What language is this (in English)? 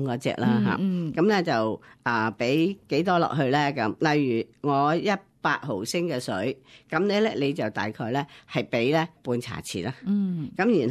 Cantonese